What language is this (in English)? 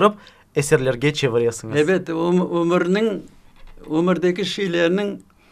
Crimean Tatar